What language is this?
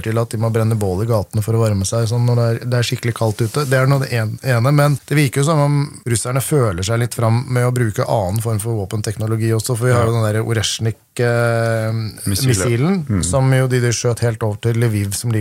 Norwegian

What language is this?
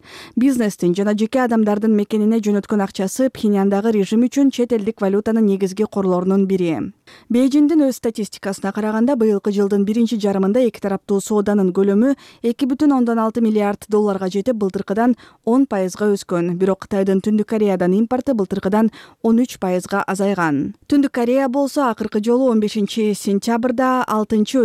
Kyrgyz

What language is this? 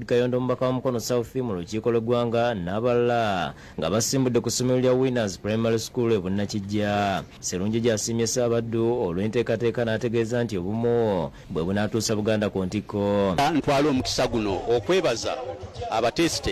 Ganda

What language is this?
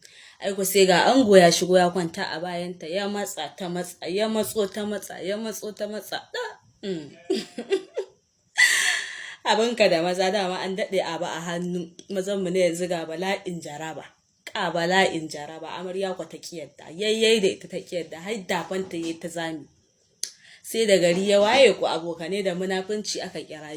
Hausa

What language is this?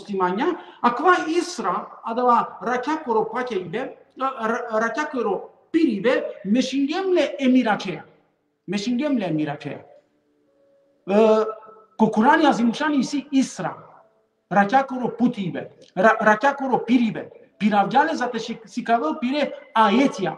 Balkan Romani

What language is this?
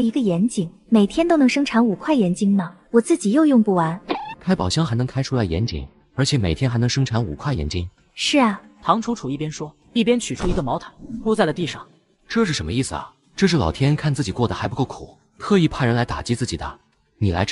Chinese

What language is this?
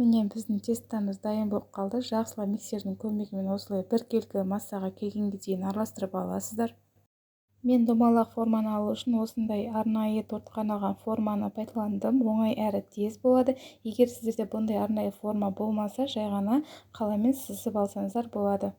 Kazakh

